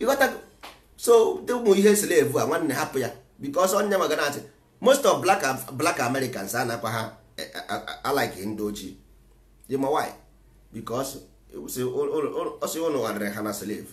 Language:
Igbo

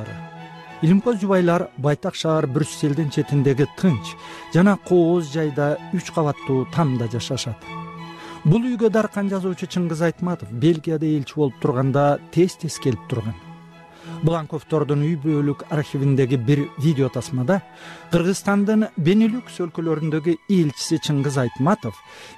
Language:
Kyrgyz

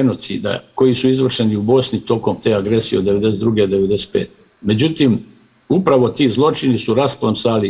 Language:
Bosnian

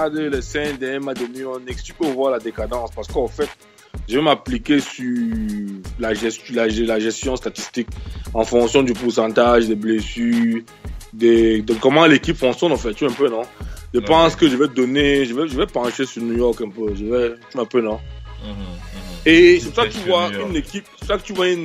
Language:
French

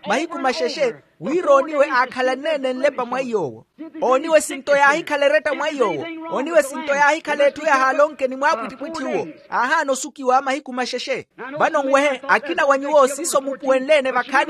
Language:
Makhuwa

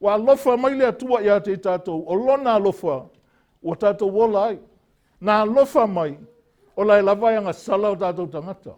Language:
Samoan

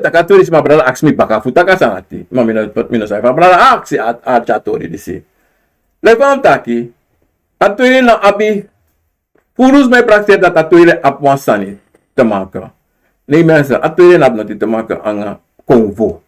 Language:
Sranan Tongo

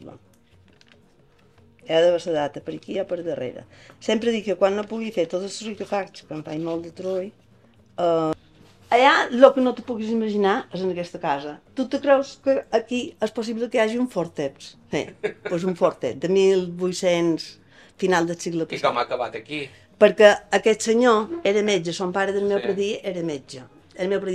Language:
Catalan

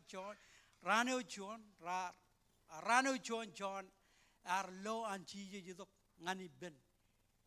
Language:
Marshallese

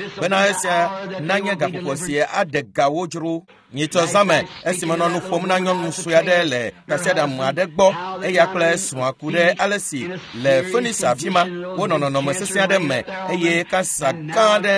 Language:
Ewe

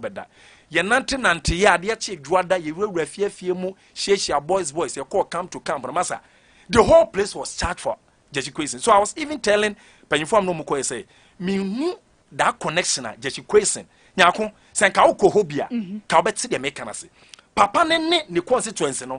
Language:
Akan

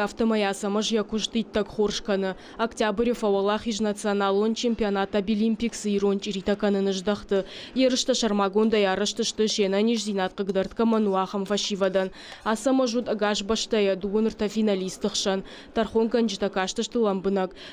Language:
Ossetic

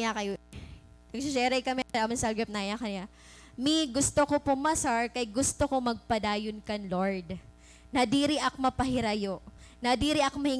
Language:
Waray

